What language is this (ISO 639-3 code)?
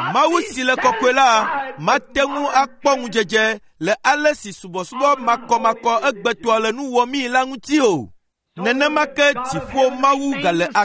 ewe